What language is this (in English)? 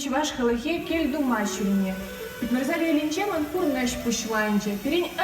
Chuvash